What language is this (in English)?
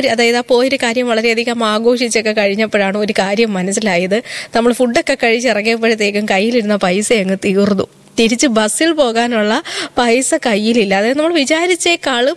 Malayalam